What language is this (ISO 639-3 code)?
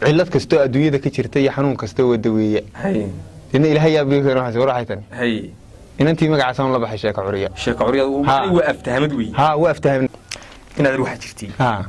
som